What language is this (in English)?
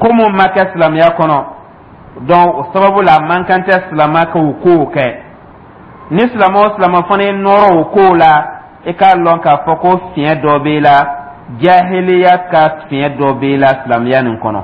Dyula